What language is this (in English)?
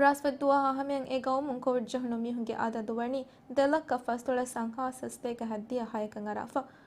Divehi